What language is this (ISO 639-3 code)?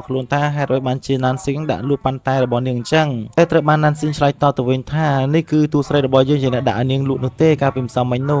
khm